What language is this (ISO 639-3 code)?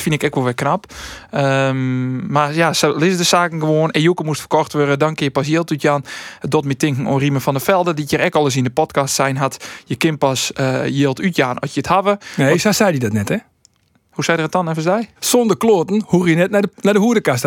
fry